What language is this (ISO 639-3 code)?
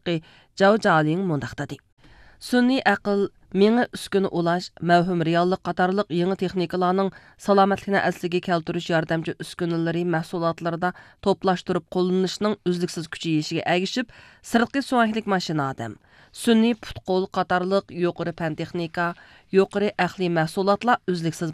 uig